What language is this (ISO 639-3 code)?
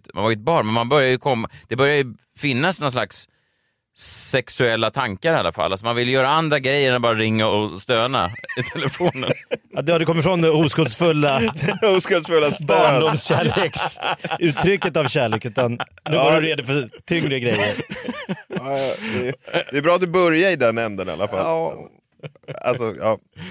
swe